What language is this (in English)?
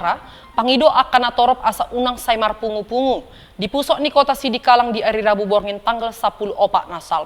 Batak Toba